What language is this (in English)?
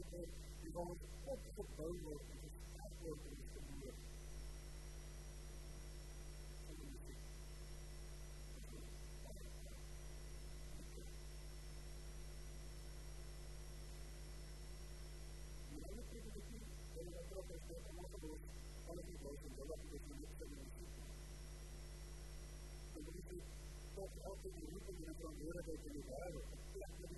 Afrikaans